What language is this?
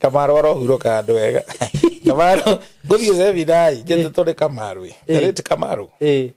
Kikuyu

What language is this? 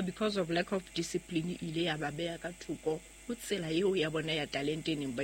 Southern Sotho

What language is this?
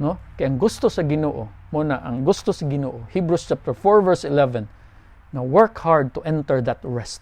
Cebuano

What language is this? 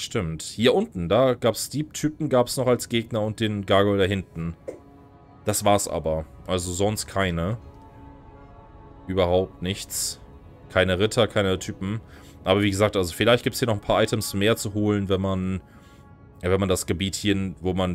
German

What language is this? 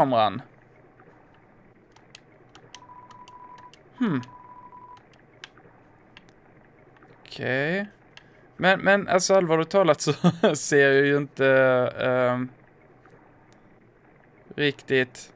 Swedish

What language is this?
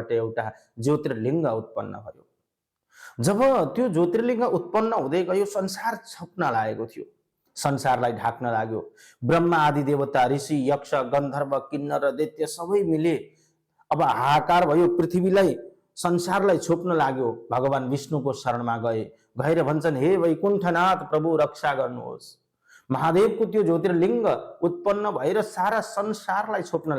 Nepali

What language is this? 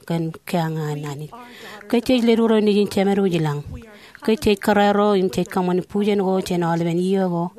Marshallese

